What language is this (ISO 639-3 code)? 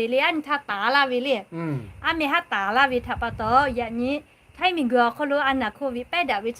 lhu